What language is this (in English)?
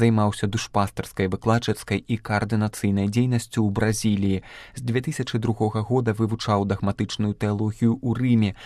Belarusian